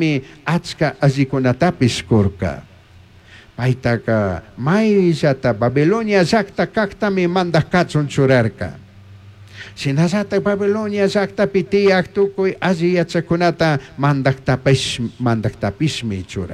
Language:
Chimborazo Highland Quichua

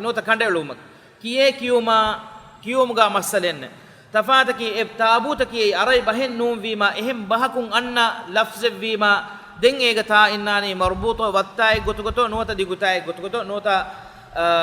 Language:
Divehi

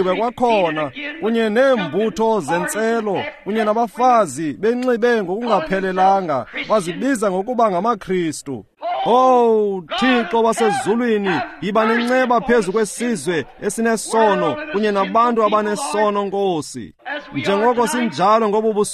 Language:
Xhosa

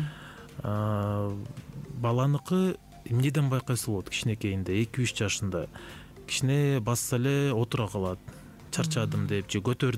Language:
Kyrgyz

